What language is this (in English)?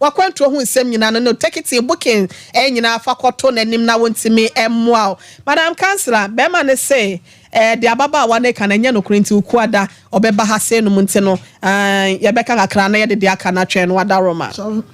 Akan